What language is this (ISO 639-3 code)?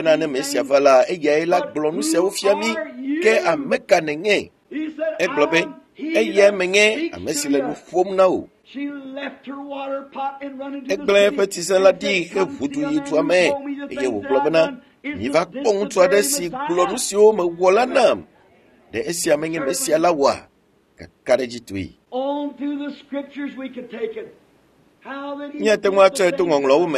ewe